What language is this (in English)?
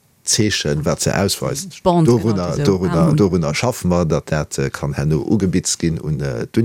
Luxembourgish